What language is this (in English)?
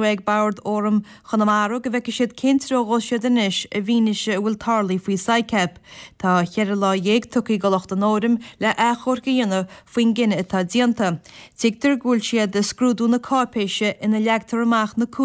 Irish